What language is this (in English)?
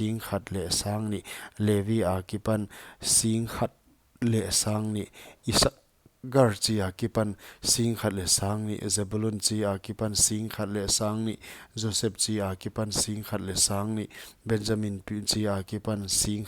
Paite Chin